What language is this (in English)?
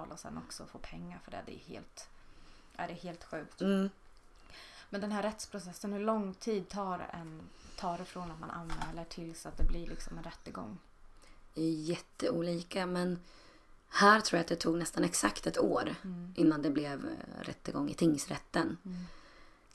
Swedish